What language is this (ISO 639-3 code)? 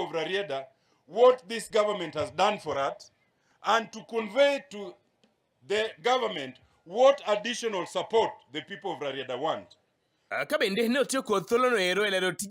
luo